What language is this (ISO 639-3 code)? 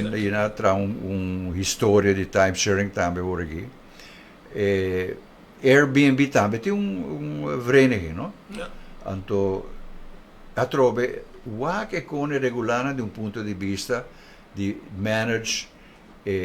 pap